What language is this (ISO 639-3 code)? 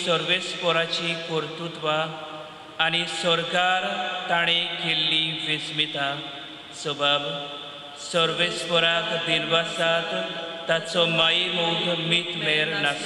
kok